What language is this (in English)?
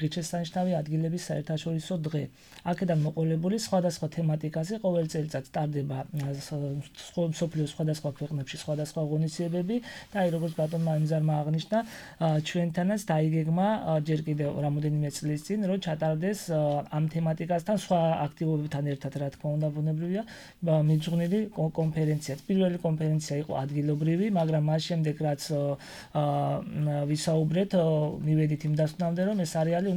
Georgian